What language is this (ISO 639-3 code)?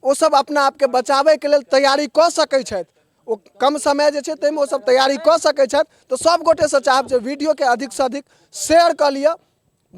mai